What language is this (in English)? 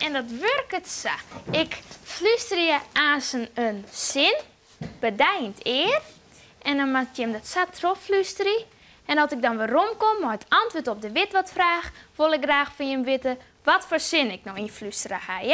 Western Frisian